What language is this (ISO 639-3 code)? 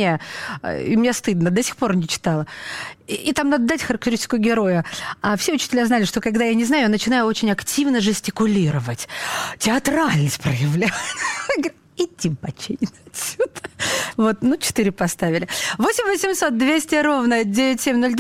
rus